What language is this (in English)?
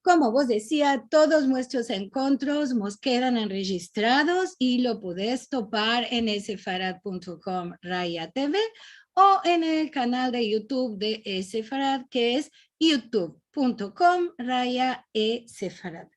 Ladino